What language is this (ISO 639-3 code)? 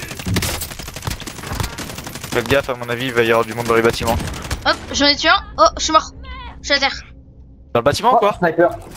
fra